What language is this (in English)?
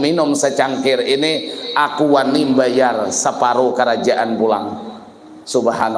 Banjar